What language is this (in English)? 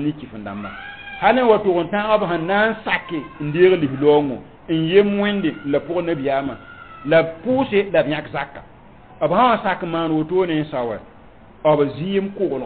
Mossi